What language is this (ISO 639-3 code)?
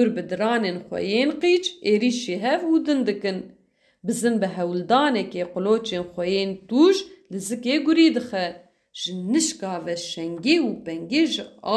kur